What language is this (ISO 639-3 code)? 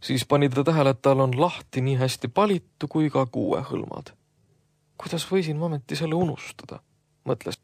est